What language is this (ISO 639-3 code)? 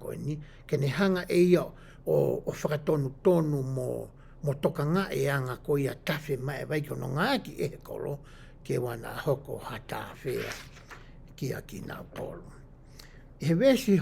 ton